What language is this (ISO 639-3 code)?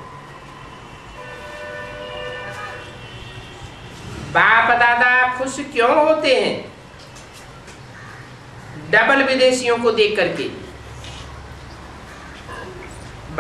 hin